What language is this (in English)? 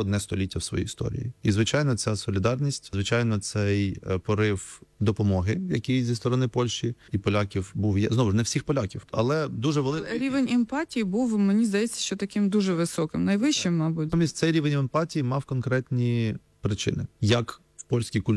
Ukrainian